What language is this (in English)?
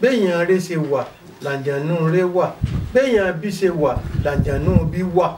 Yoruba